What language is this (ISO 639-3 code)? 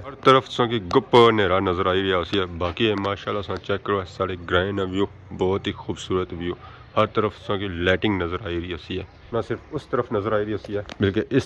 phr